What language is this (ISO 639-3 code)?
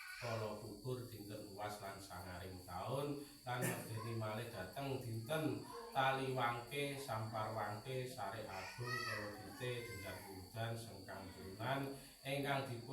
jav